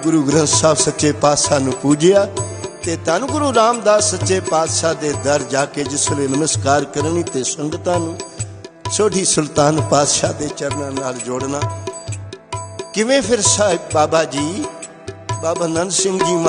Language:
Punjabi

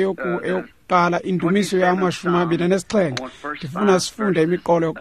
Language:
Xhosa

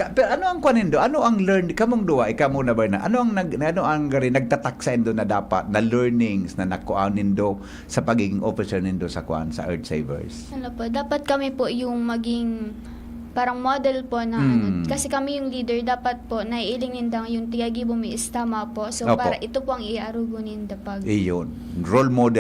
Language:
Bikol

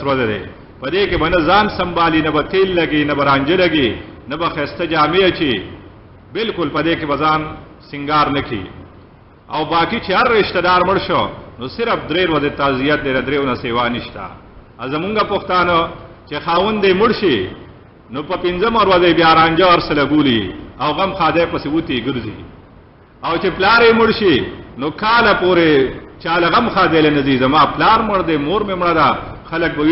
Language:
Pashto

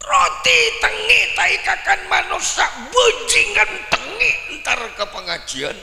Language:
Madurese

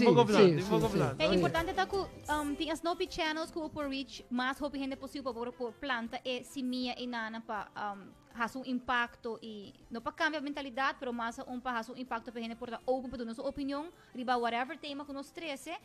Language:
Papiamento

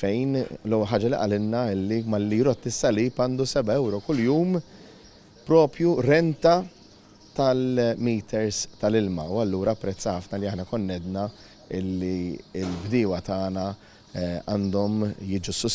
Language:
Maltese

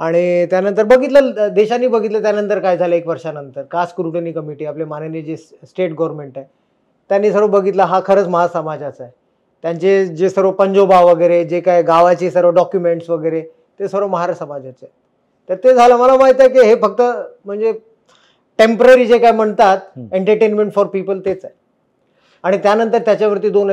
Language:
Marathi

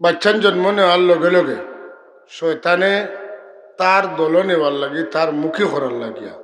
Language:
Sylheti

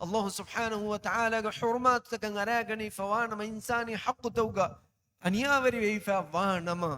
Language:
Divehi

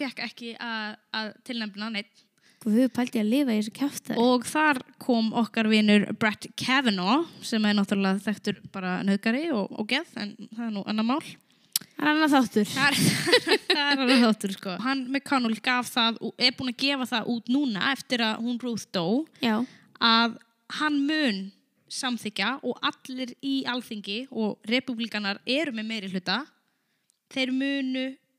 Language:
Icelandic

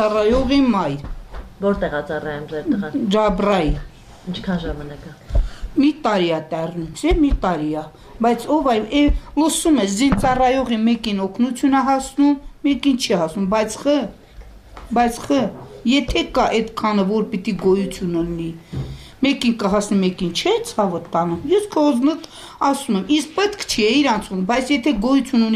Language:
Armenian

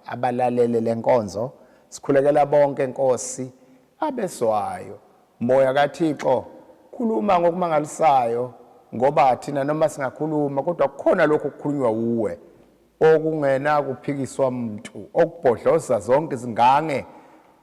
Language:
Zulu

